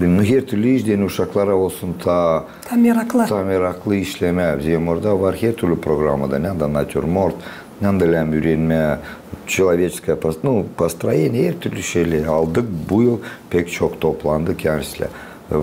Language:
Gagauz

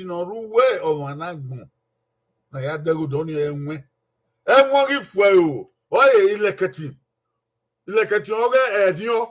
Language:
Bini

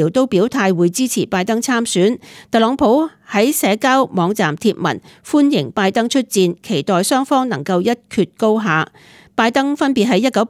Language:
Cantonese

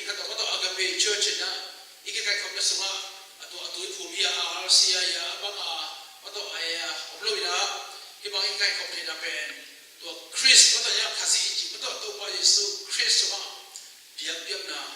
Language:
Tedim Chin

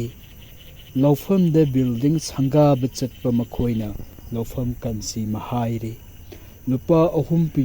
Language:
Manipuri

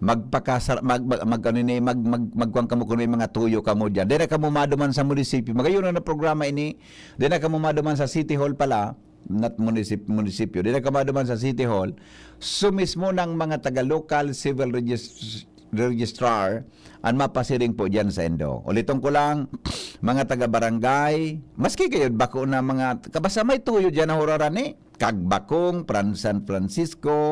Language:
Bikol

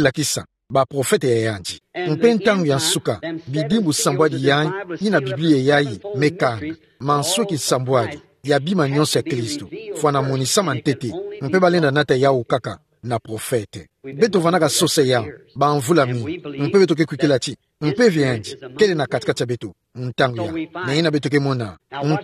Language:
Kituba (Democratic Republic of Congo)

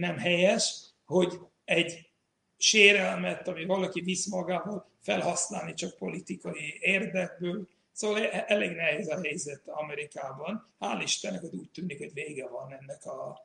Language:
Hungarian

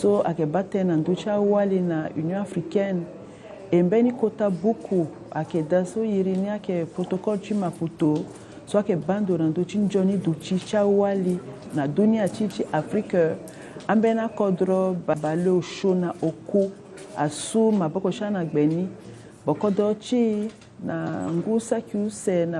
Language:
Sango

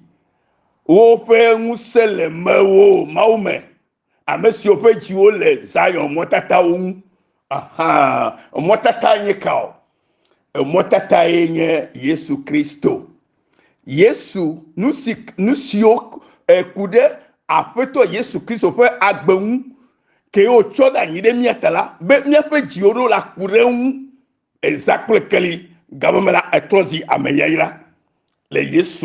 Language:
Ewe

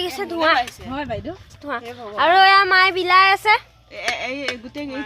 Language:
Assamese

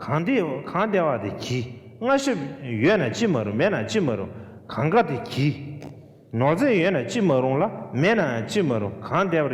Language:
Tibetan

